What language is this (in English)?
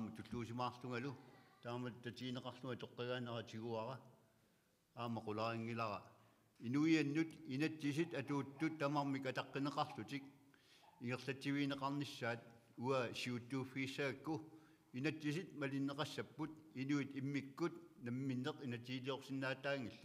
Kalaallisut